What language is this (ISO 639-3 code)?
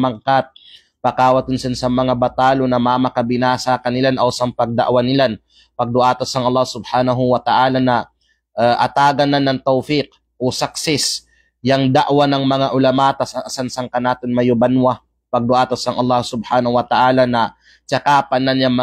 kqe